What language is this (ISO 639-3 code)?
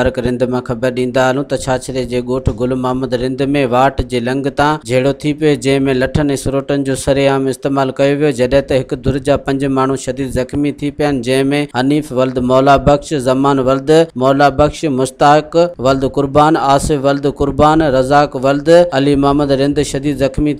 snd